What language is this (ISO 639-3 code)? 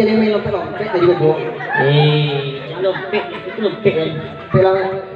min